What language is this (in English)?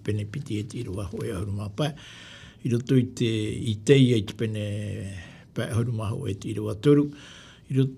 Tahitian